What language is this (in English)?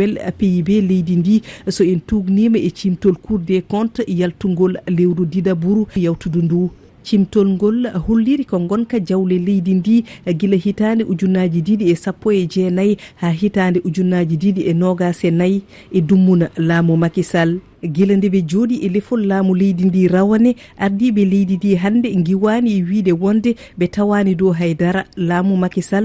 Fula